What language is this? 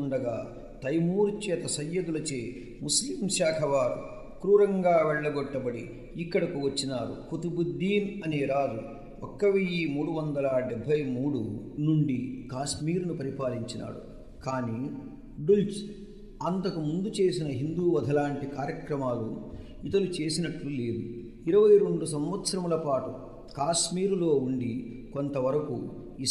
Telugu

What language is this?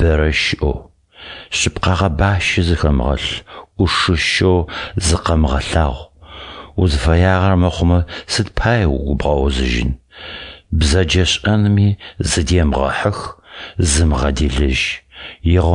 Adyghe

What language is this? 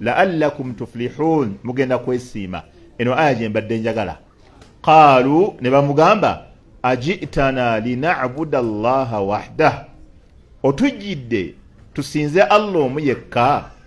Ganda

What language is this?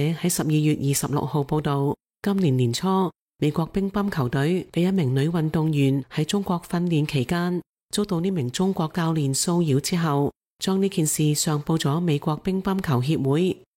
Cantonese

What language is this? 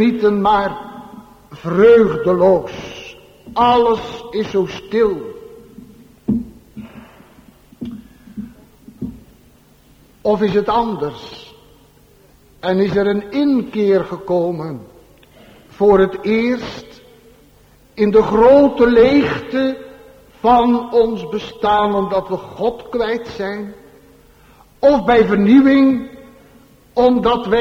Dutch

